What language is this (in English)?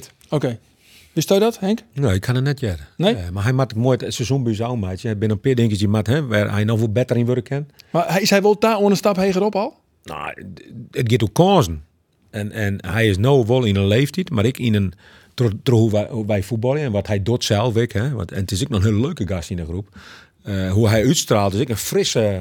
Western Frisian